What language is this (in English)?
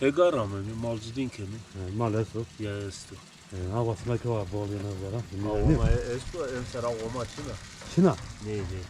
Zaza